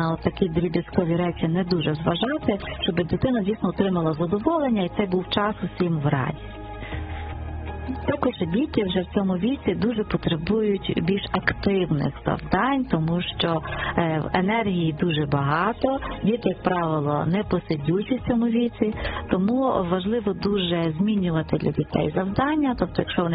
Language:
Ukrainian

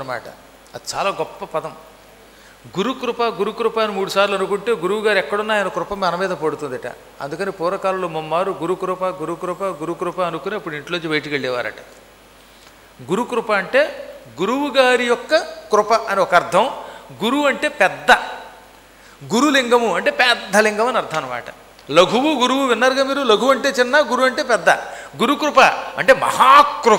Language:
Telugu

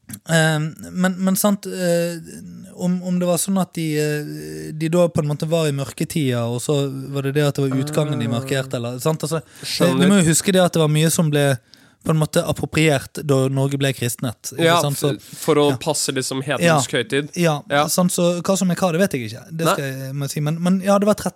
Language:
Norwegian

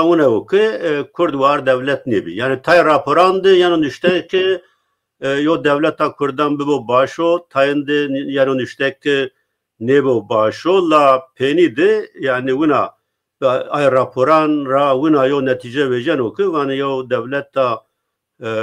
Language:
Zaza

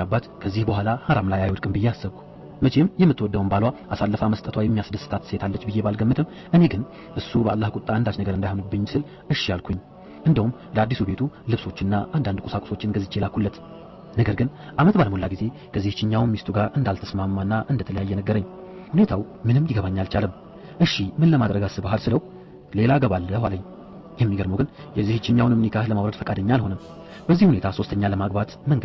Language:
Amharic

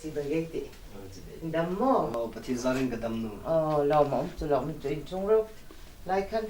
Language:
Hmar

